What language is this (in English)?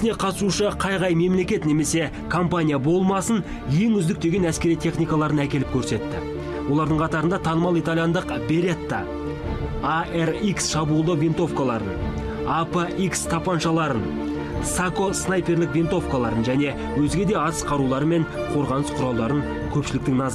Kazakh